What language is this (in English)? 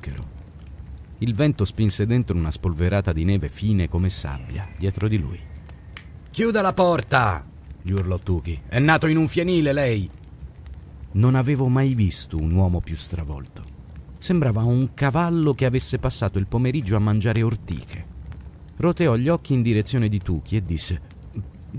Italian